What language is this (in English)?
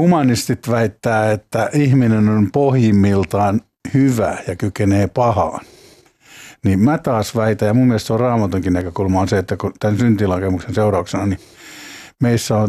Finnish